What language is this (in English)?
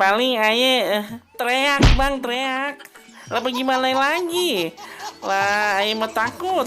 Betawi